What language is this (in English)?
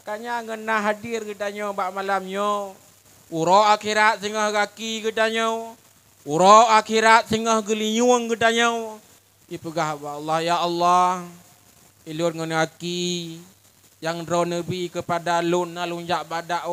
Achinese